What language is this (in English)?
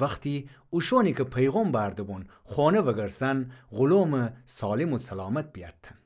Gilaki